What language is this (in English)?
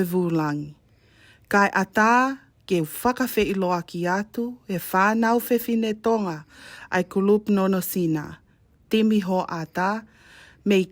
Tongan